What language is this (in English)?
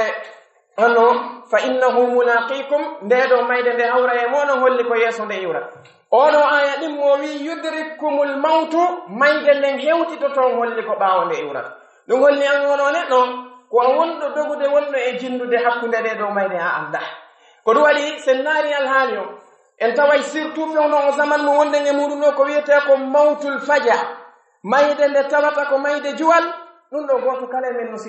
Pular